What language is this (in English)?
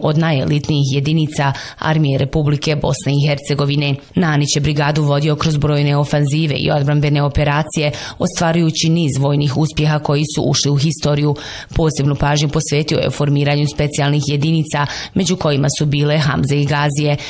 Bosnian